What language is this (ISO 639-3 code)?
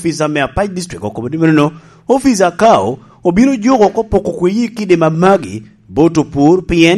laj